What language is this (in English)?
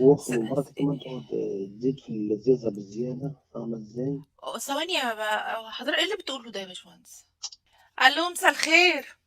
Egyptian Arabic